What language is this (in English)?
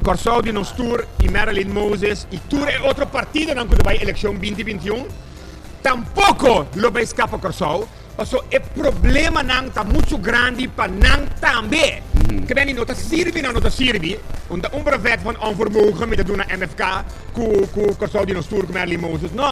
Papiamento